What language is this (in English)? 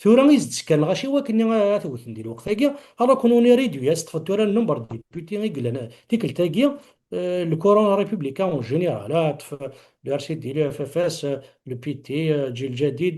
Kabyle